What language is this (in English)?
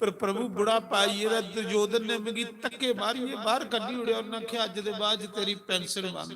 Dogri